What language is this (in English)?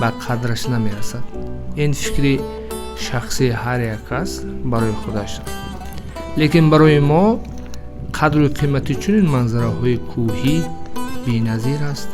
Tajik